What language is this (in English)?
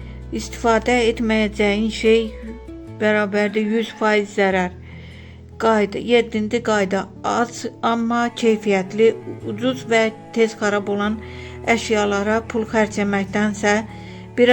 Azerbaijani